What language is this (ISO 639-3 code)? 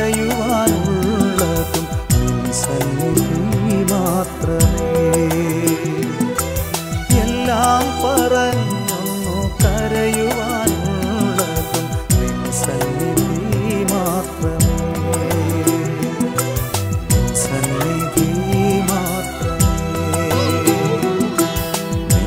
mal